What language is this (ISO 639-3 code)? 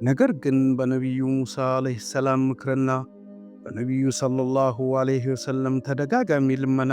amh